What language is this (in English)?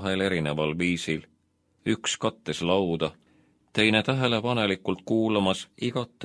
Estonian